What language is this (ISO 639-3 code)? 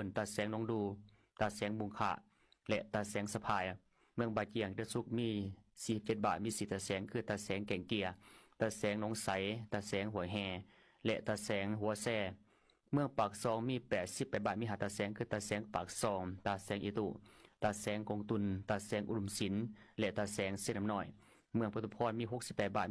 lao